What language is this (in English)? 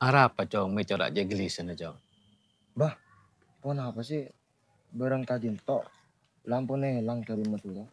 Madurese